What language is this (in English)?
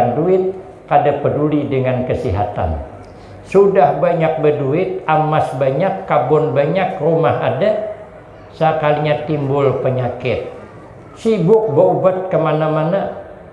Banjar